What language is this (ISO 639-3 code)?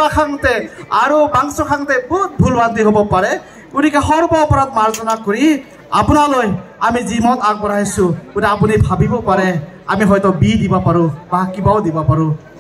asm